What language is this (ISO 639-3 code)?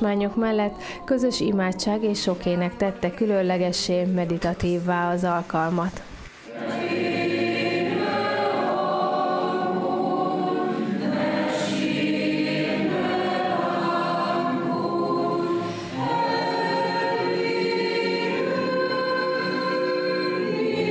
hun